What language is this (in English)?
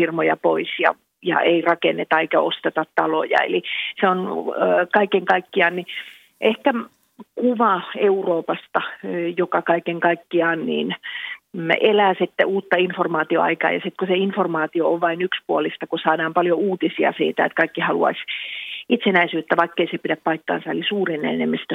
Finnish